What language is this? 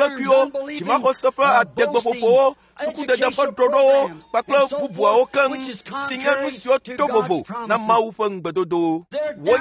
Ewe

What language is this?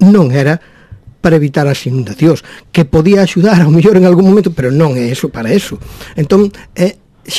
Galician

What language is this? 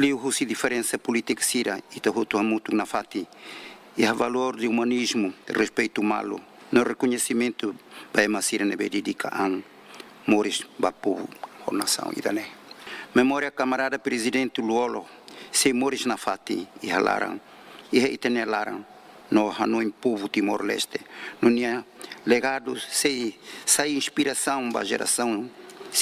Tetum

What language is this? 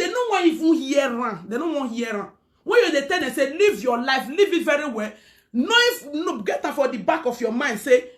Nigerian Pidgin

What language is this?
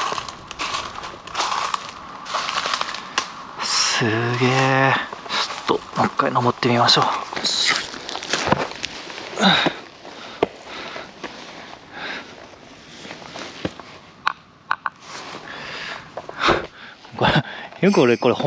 Japanese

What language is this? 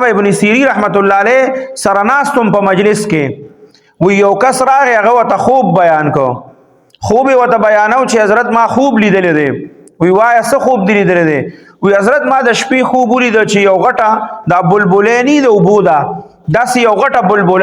Pashto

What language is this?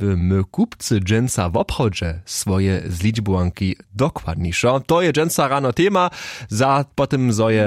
Upper Sorbian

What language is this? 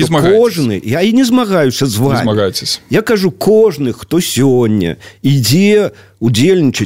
Belarusian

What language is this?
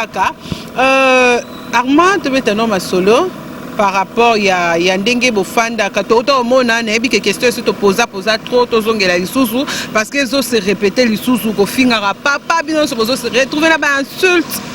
Lingala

